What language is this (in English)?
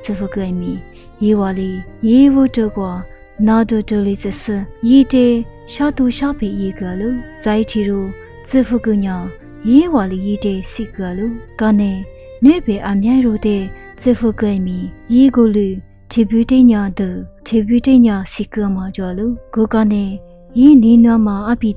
Lisu